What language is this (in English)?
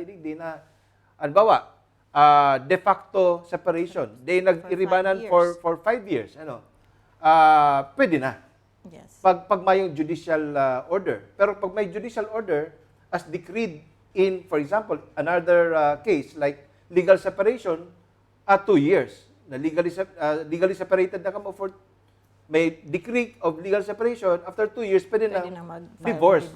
Bikol